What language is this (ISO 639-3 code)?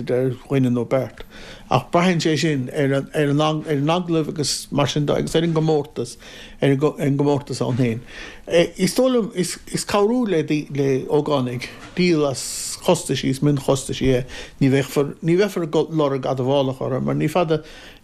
gle